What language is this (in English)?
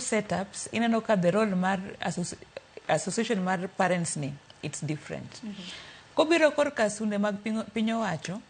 Luo (Kenya and Tanzania)